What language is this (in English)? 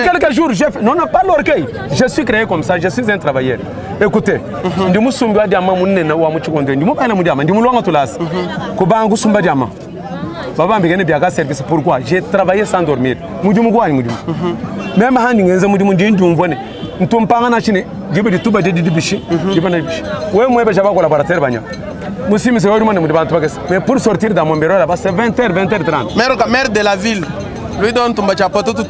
Luba-Lulua